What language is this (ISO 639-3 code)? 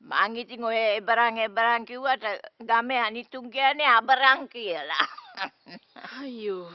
sin